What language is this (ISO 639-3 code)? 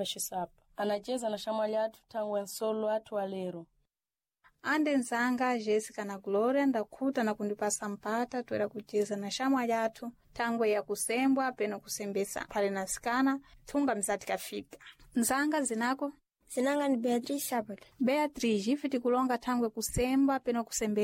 seh